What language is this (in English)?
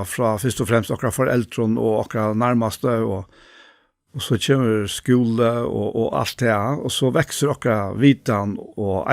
Faroese